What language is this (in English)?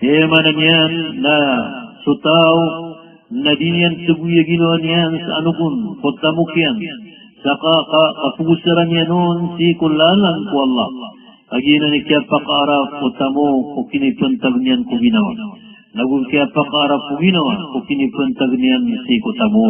Maranao